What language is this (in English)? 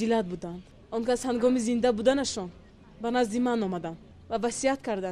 Tajik